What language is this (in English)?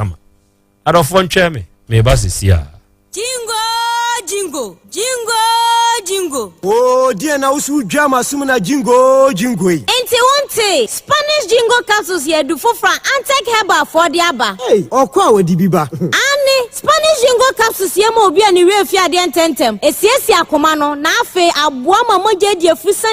Akan